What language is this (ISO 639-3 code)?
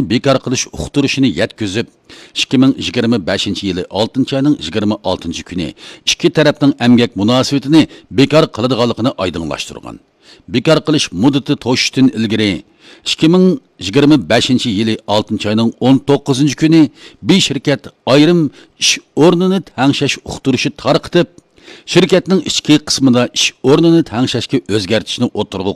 uig